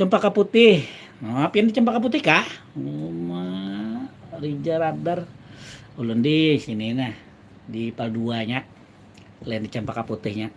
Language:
Banjar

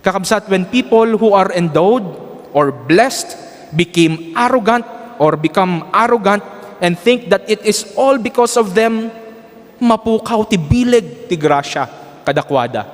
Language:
Iloko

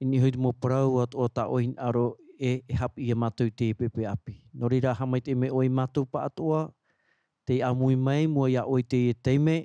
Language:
Tahitian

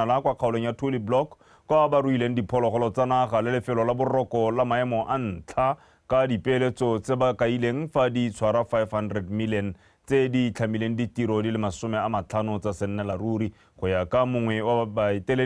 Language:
Tswana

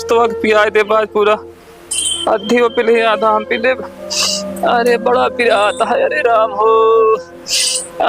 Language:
Awadhi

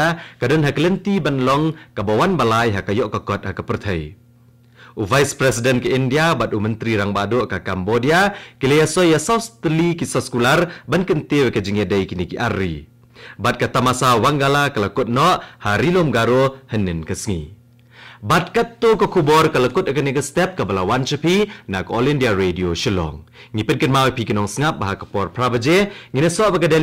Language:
Khasi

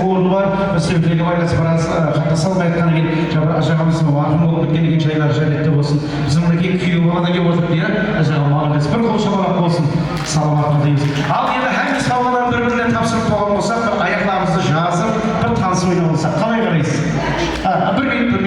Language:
Kara-Kalpak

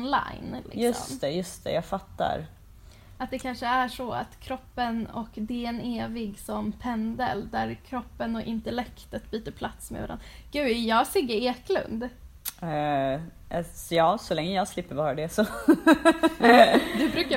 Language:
Swedish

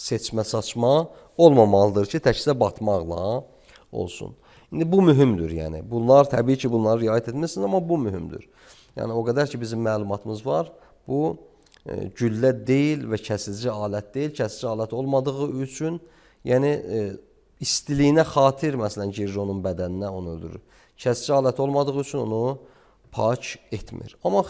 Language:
Azerbaijani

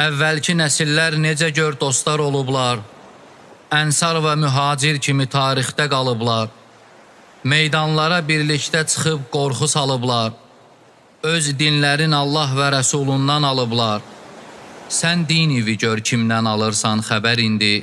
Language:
Azerbaijani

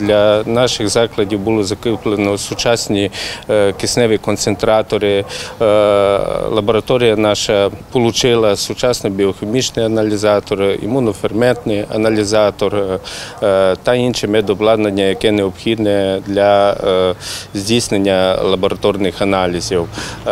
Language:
Ukrainian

